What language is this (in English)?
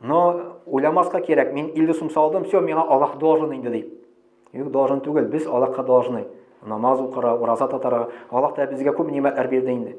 Tatar